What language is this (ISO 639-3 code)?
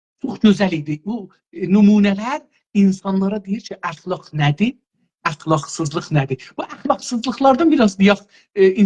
azb